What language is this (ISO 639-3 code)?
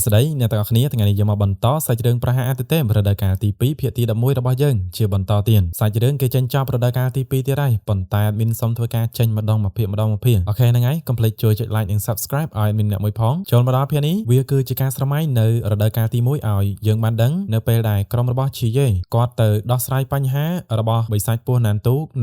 khm